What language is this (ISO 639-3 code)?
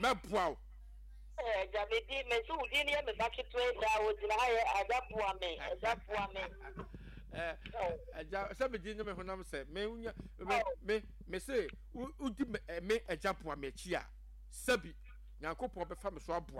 aka